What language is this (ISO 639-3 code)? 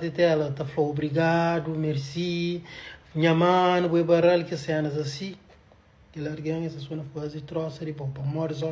kea